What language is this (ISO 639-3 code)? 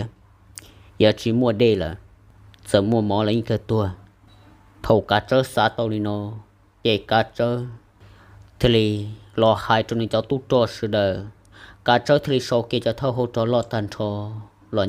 hmn